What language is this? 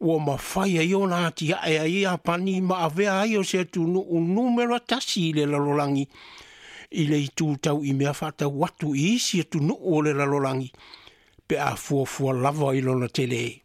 Samoan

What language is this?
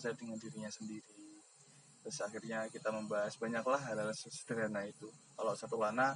Indonesian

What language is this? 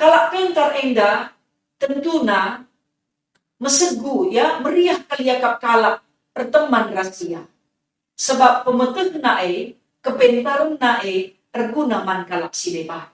Batak Karo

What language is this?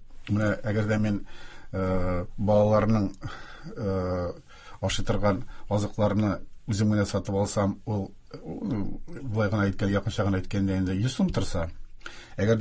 Tatar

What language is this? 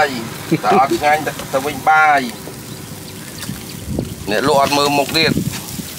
Vietnamese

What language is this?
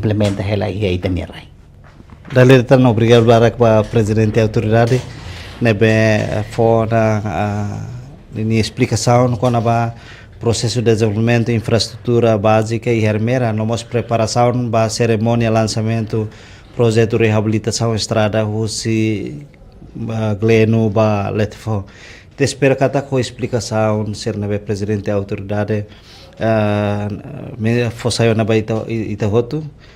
Tetum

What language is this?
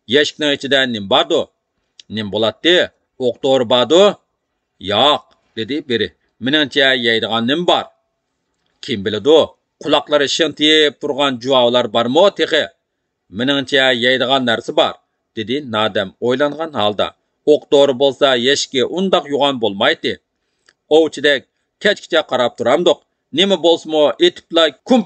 Uyghur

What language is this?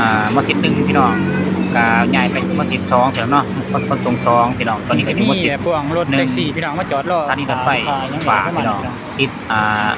Lao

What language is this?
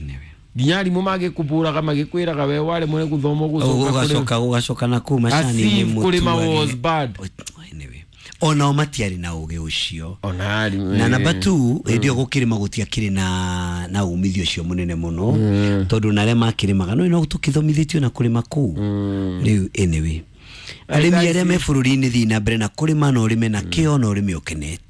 Kikuyu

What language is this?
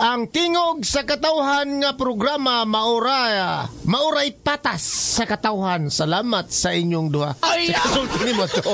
Cebuano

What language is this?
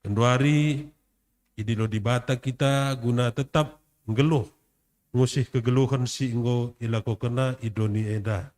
Batak Karo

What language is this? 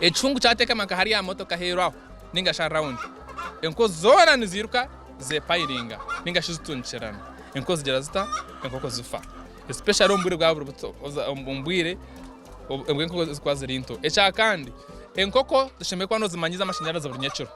Nyankole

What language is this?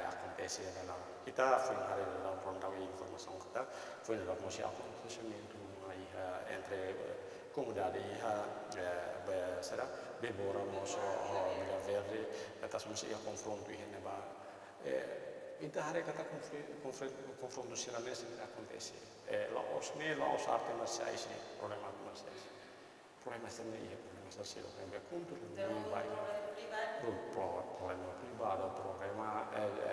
Tetum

